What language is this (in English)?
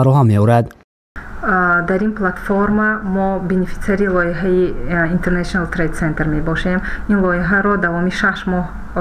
Tajik